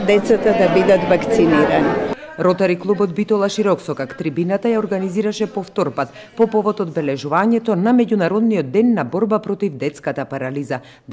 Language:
Macedonian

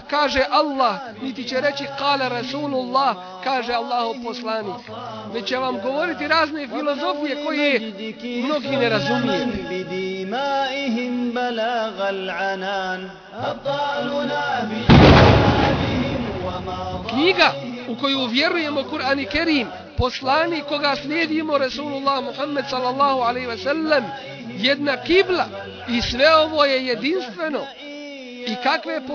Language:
Bosnian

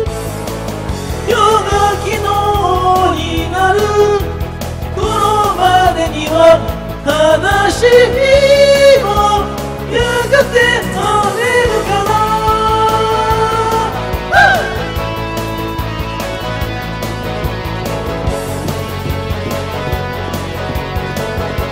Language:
Japanese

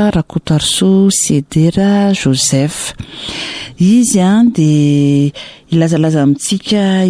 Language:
Malagasy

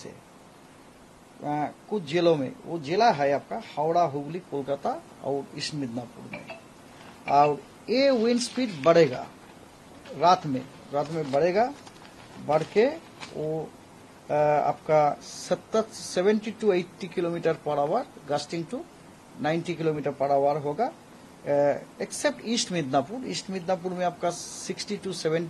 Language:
Hindi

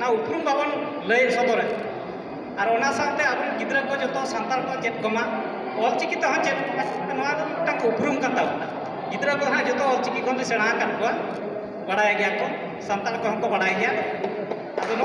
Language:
Santali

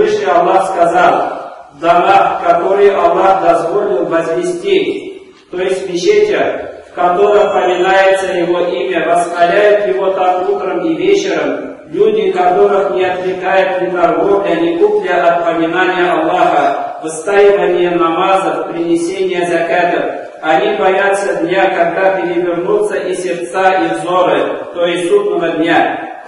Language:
Tatar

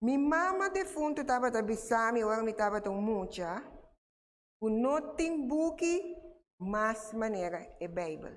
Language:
Papiamento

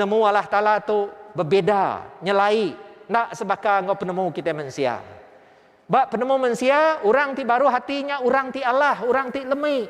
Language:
Iban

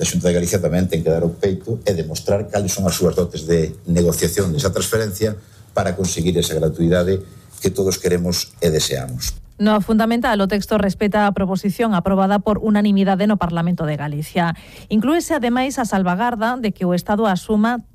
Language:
Galician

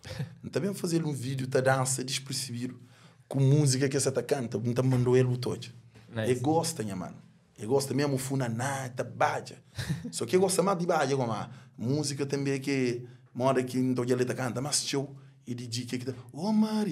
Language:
Kabuverdianu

